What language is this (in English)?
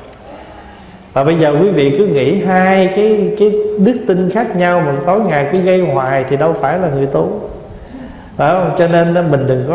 Vietnamese